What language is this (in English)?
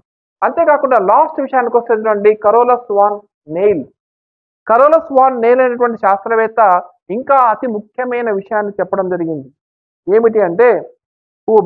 Telugu